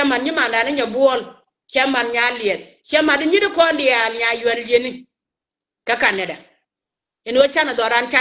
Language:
Nuer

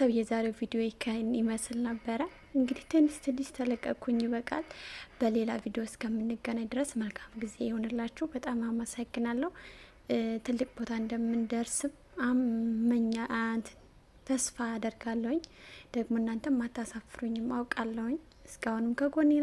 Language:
Amharic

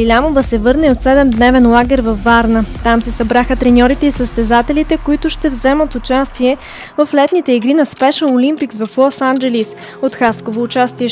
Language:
Bulgarian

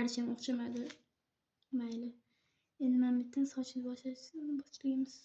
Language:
Uzbek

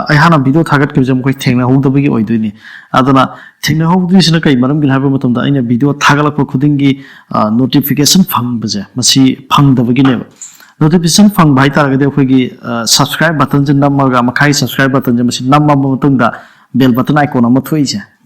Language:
Manipuri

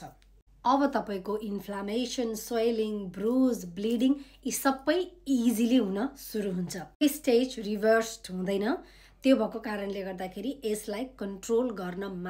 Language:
Nepali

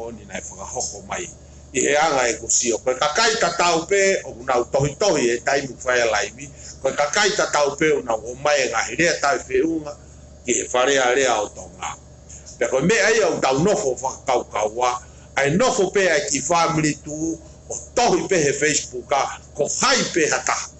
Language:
Tongan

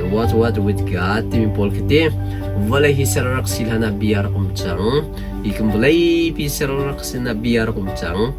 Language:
Hakha Chin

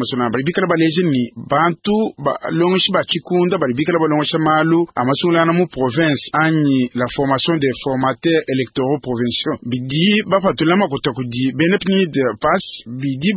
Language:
Luba-Lulua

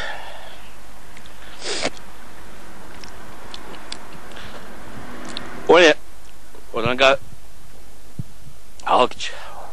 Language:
Bosnian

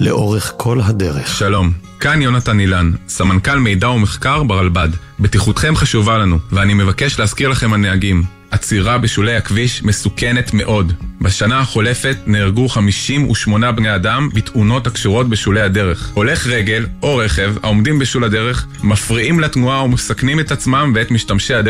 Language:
Hebrew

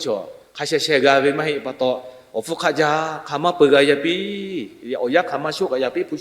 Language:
Lahu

